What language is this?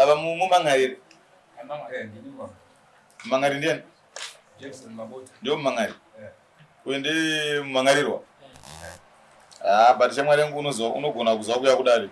Shona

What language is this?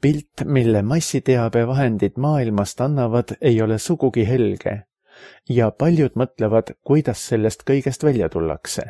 Estonian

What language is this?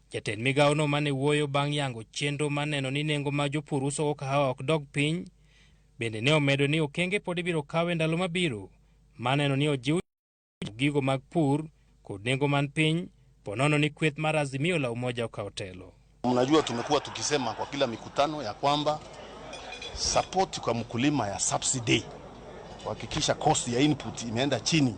Luo (Kenya and Tanzania)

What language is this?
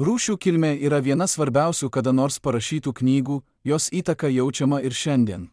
Lithuanian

